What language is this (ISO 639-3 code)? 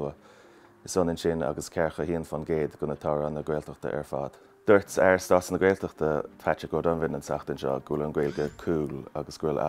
gle